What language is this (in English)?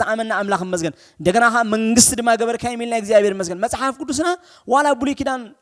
Tigrinya